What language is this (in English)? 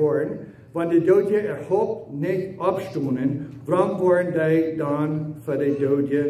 Plautdietsch